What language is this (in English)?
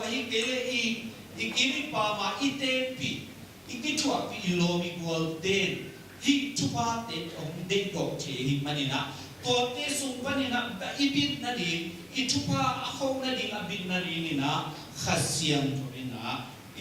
Tedim Chin